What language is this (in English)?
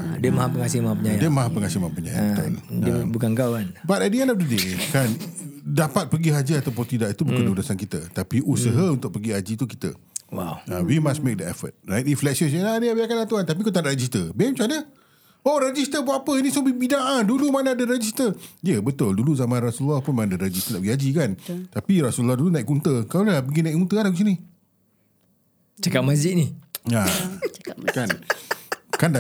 Malay